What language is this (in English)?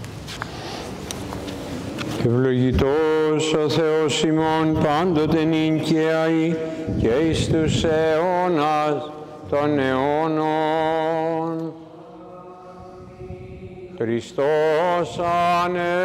Greek